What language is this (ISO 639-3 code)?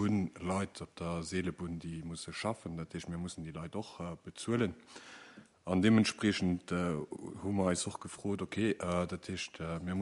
ltz